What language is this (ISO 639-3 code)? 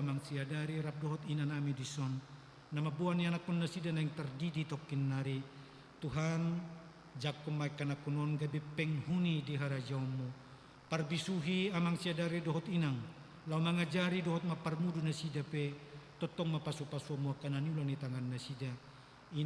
bbc